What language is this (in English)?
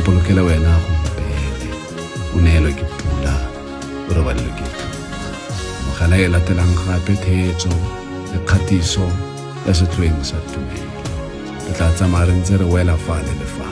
Tswana